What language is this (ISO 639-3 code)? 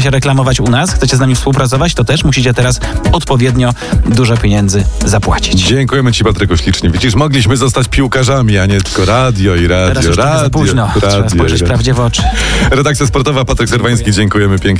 pol